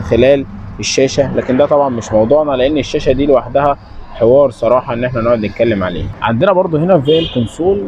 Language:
Egyptian Arabic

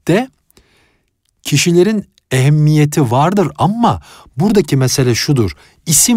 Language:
Turkish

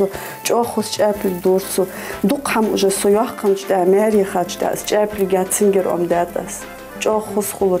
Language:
Ingush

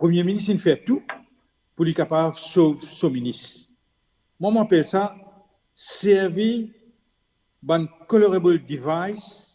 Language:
Morisyen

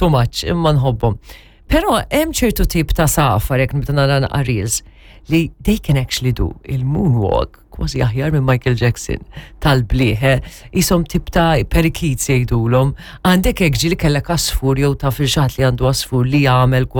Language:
Maltese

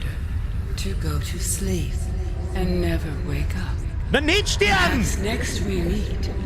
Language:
Bavarian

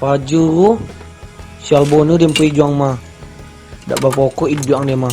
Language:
Minangkabau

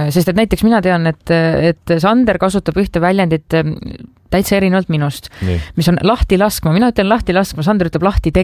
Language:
Estonian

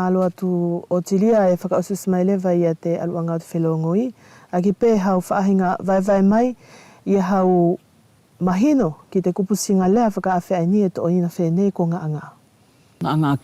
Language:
Wallisian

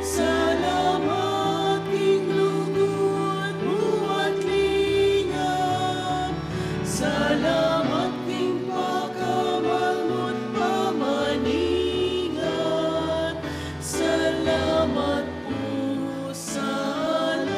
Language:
Pampanga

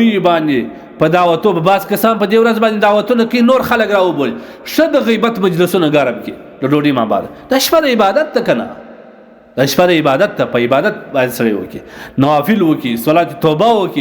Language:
Pashto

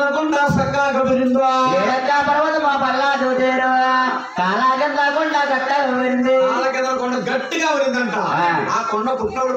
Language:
Telugu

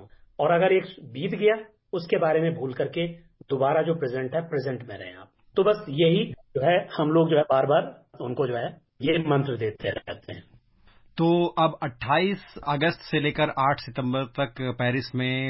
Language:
Hindi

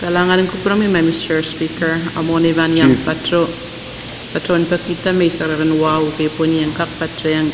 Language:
Pohnpeian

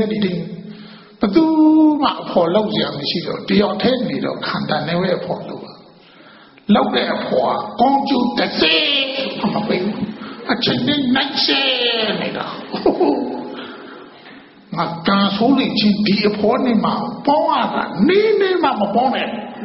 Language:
Burmese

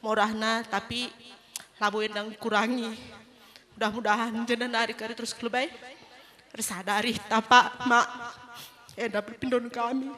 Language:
Batak Karo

